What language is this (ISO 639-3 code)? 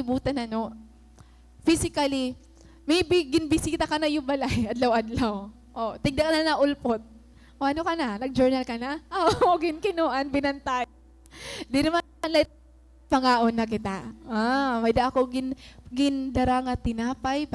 war